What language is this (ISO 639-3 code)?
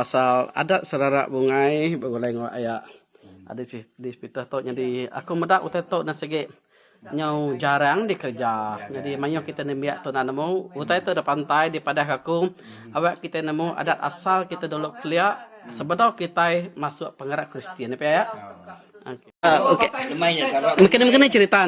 iba